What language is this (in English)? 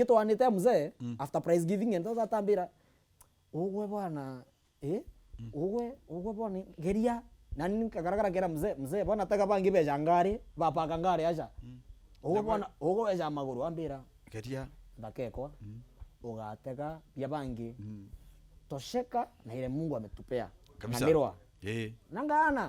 Meru